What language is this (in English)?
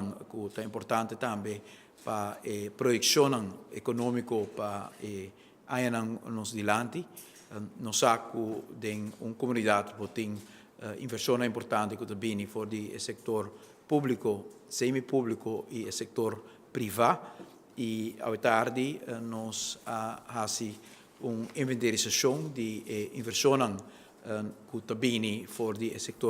Papiamento